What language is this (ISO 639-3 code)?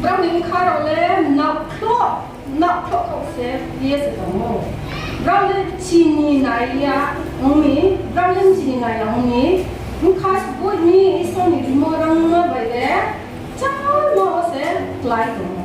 ria